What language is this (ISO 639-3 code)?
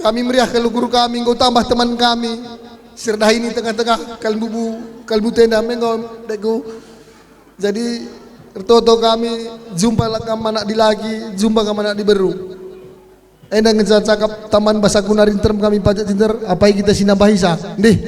btx